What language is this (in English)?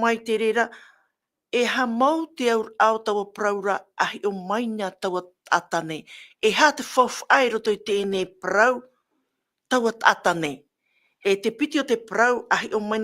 Tahitian